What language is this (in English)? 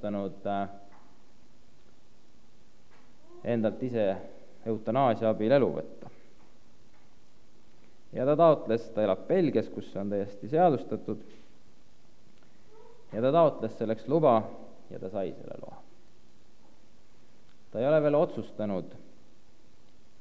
Estonian